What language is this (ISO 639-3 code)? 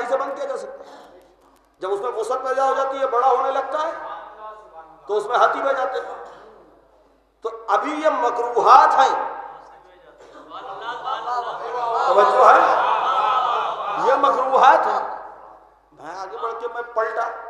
urd